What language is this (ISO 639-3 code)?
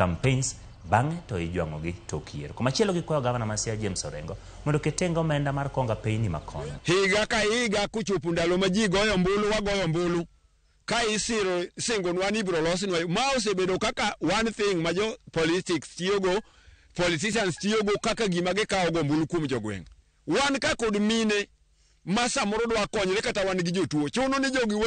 luo